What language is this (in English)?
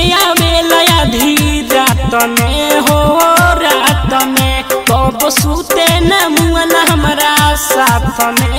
Bhojpuri